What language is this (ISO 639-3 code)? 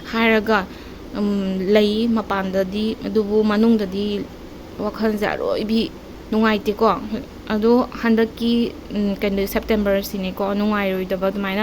mni